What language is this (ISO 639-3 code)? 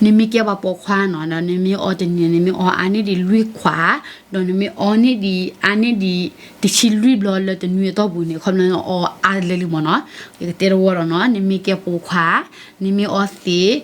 ksw